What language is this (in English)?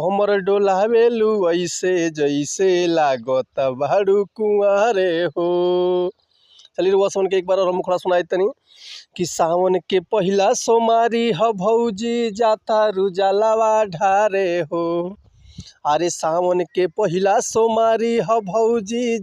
Bhojpuri